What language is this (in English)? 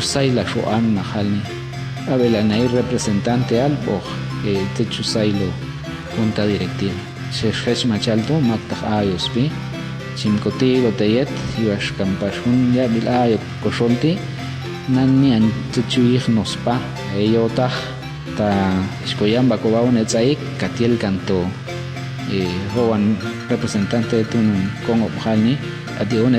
Popti'